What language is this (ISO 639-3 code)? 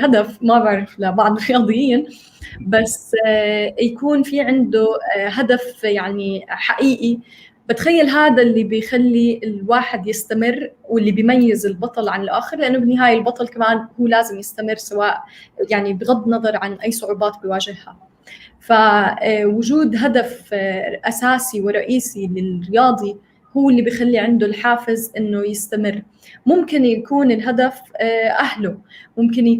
apc